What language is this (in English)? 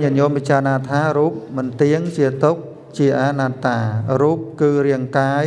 Khmer